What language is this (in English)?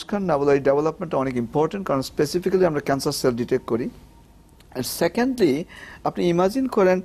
Bangla